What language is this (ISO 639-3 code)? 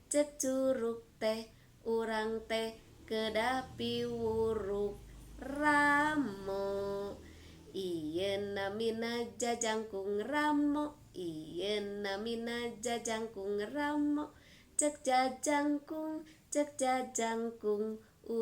sun